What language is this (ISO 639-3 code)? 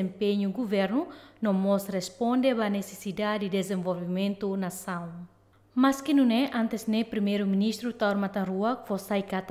tet